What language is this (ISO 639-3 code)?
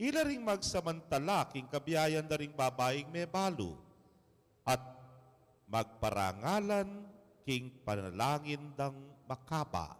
pam